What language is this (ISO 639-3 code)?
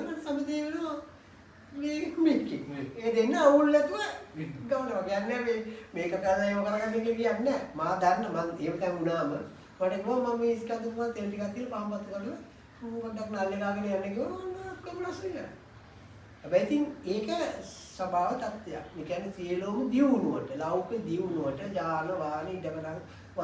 sin